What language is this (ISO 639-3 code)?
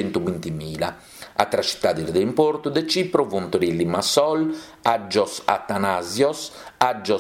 srd